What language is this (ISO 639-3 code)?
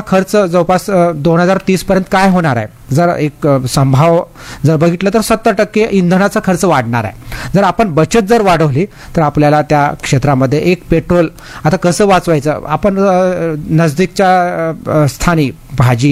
mar